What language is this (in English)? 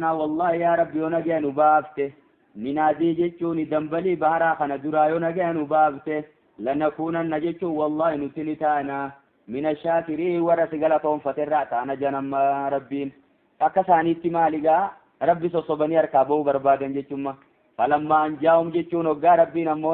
Oromo